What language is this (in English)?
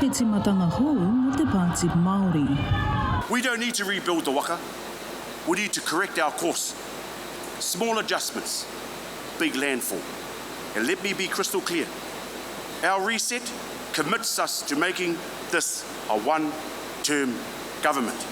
Māori